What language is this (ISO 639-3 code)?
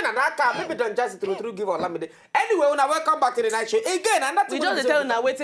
pcm